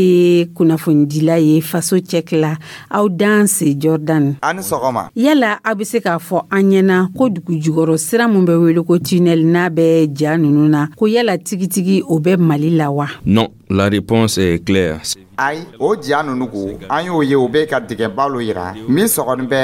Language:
Dyula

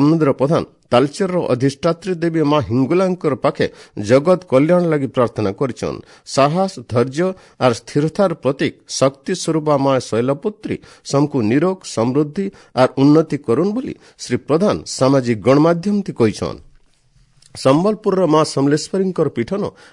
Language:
Odia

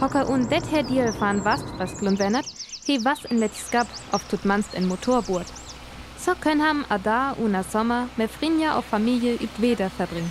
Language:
Northern Frisian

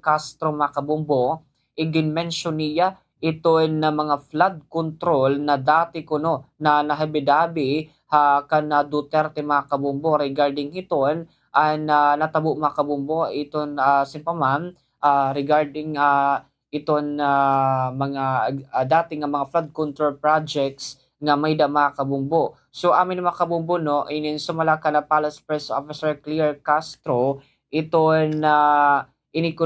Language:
Waray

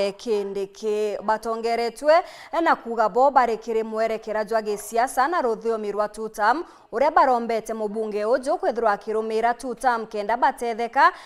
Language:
Meru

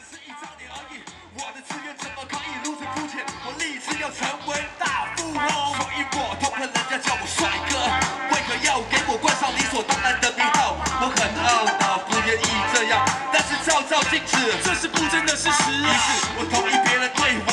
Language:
Chinese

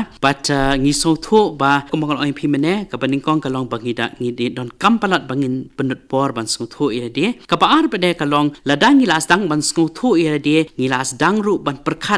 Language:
Khasi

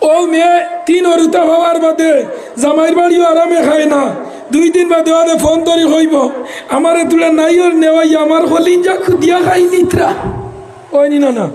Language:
Sylheti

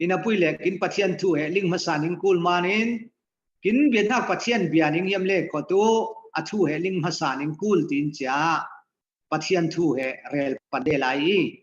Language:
Falam Chin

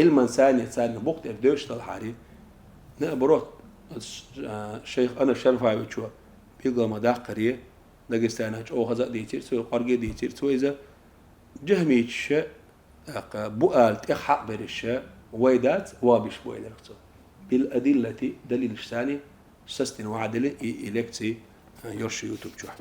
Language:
Chechen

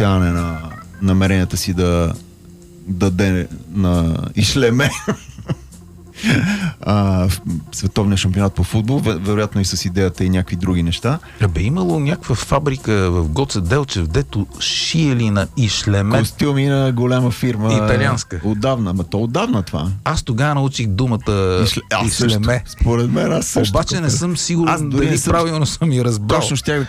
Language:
Bulgarian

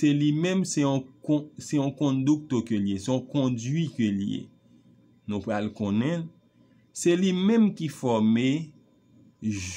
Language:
Haitian Creole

